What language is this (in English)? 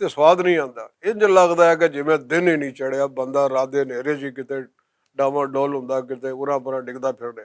Western Panjabi